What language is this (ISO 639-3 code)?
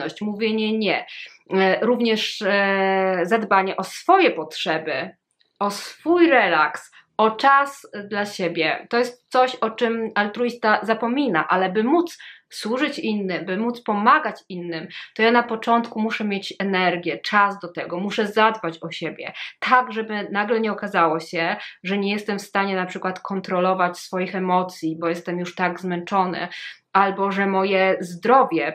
pol